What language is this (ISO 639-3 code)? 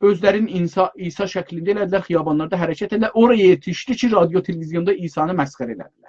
azb